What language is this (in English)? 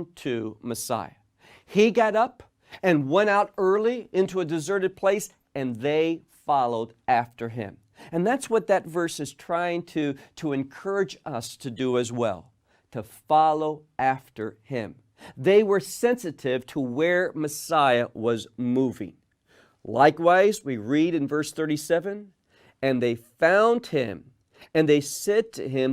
English